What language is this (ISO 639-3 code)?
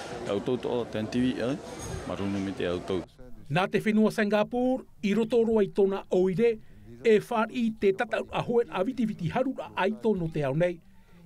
tah